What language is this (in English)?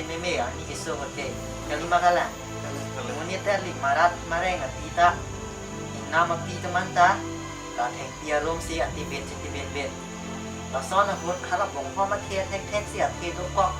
Karbi